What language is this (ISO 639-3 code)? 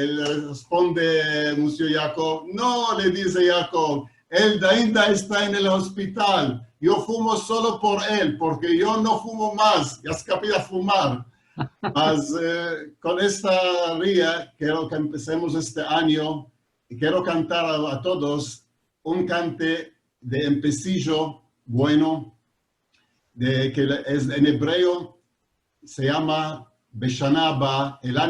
lad